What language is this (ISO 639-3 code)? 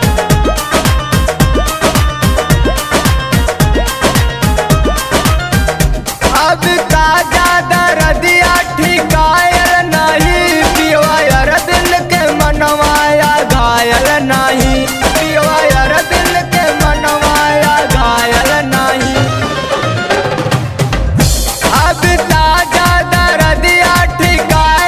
bho